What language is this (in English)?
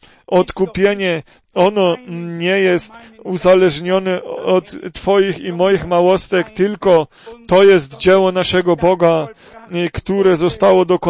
Polish